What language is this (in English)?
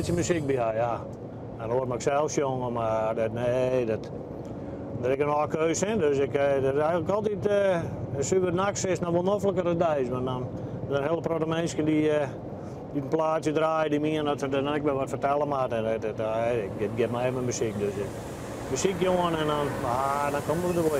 Western Frisian